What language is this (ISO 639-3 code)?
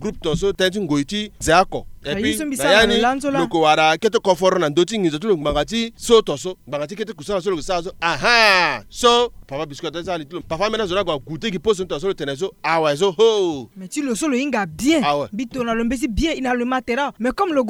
sag